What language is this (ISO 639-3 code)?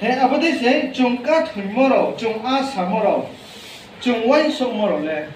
ria